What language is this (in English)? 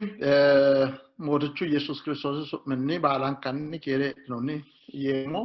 Sidamo